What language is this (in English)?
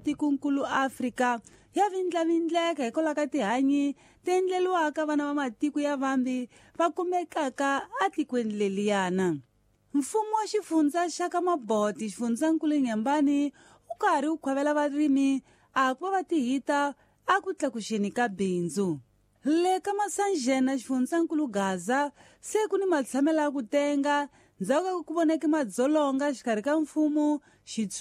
Tsonga